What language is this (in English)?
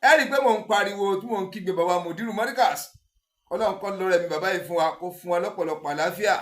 Yoruba